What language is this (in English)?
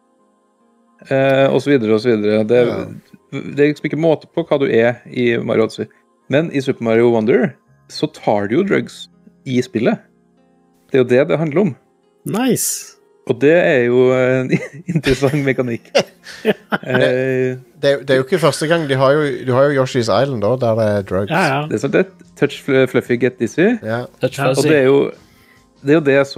Norwegian